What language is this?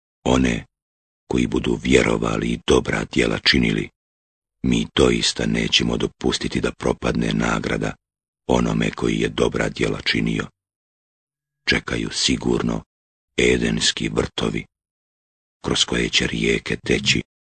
Bosnian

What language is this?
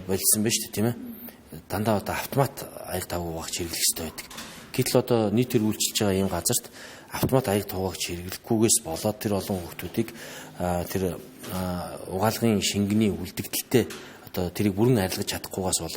Mongolian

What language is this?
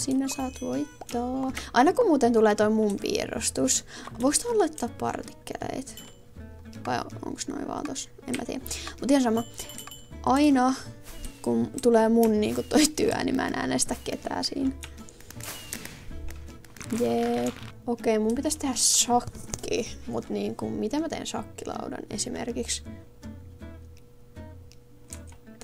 Finnish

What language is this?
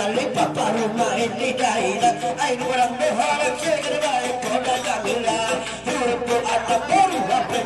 Batak Angkola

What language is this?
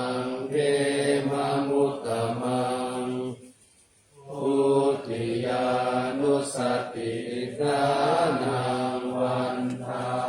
Pali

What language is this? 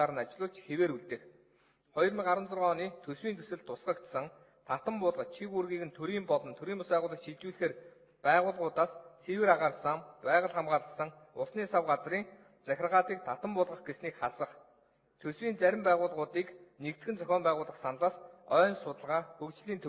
Mongolian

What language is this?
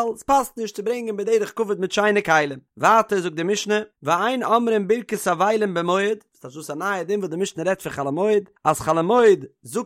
Yiddish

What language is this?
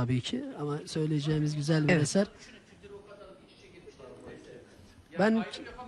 Turkish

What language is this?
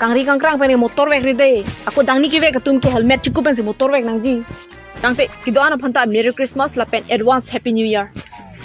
Karbi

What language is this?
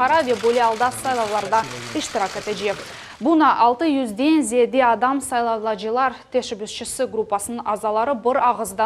Crimean Tatar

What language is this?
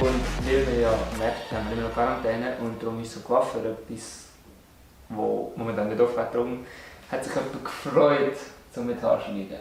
Swiss German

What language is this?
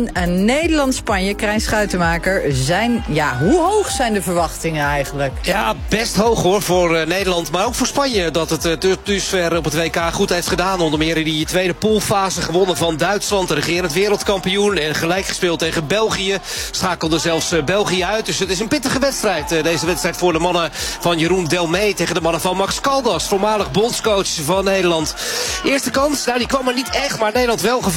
Dutch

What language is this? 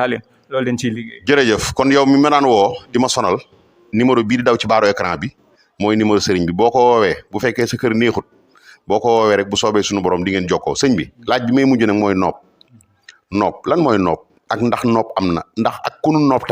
Wolof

